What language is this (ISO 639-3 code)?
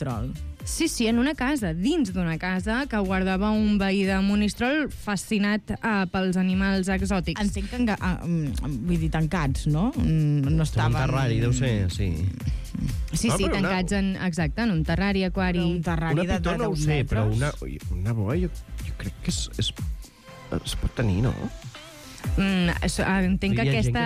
cat